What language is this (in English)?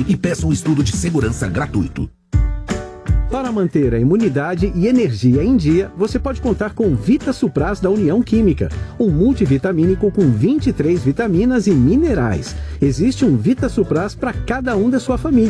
Portuguese